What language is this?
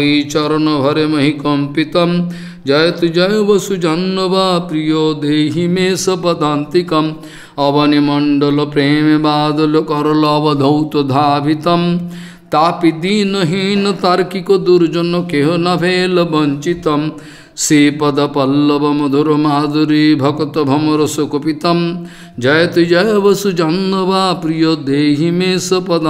Bangla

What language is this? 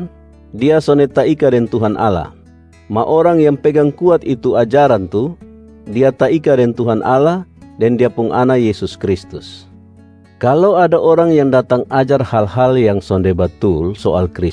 Kupang Malay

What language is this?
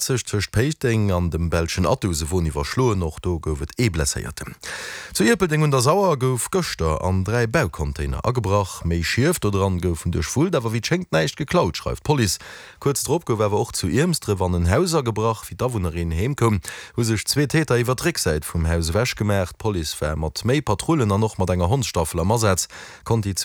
Luxembourgish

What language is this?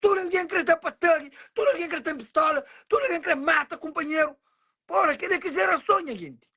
Kabuverdianu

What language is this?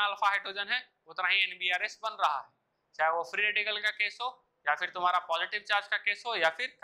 Hindi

